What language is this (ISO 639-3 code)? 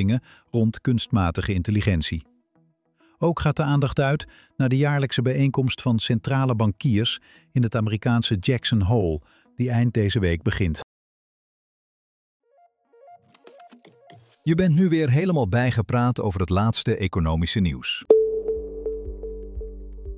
nld